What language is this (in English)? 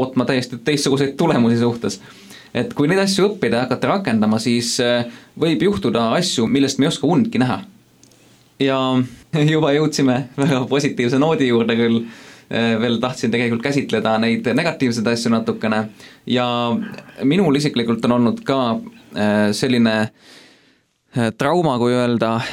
Estonian